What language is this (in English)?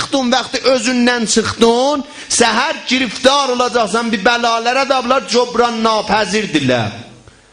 South Azerbaijani